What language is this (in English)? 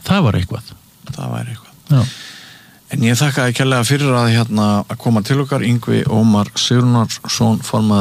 Icelandic